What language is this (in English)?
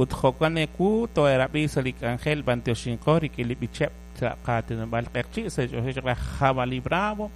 Kekchí